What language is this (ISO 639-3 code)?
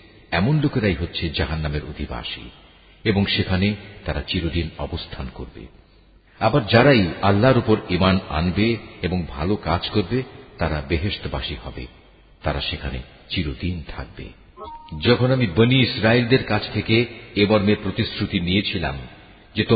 ben